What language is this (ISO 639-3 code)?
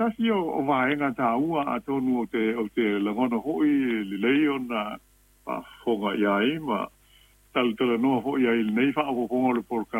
smo